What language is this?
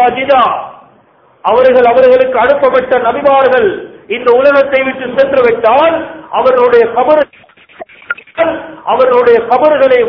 Tamil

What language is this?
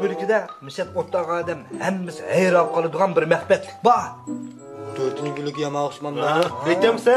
Uyghur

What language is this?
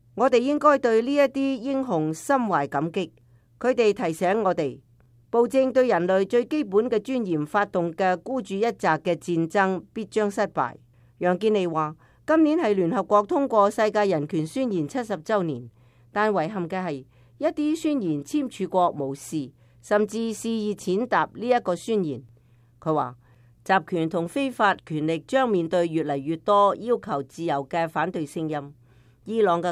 Cantonese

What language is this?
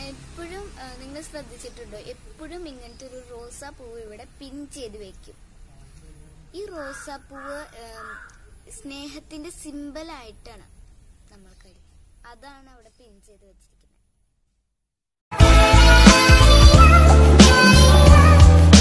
Malayalam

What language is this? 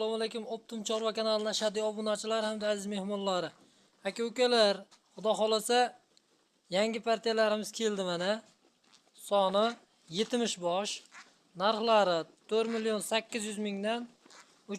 Uzbek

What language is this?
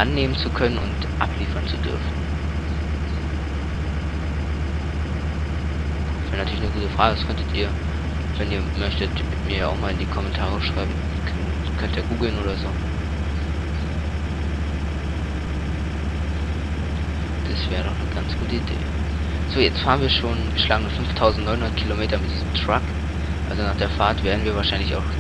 German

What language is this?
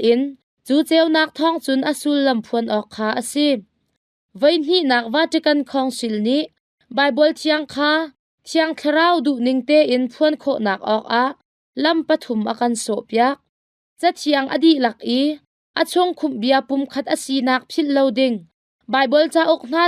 Hakha Chin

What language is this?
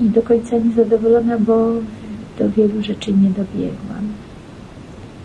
Polish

